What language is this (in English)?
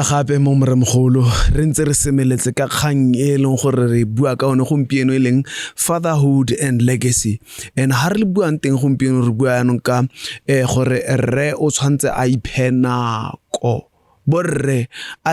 Tswana